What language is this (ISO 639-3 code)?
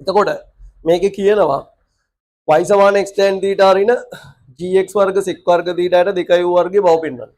sin